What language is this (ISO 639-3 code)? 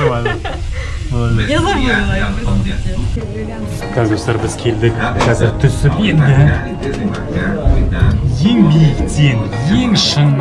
kaz